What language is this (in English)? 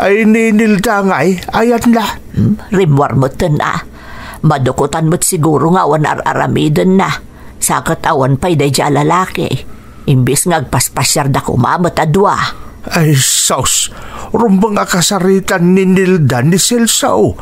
Iloko